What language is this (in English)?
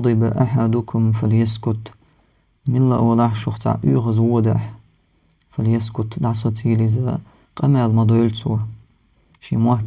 Chechen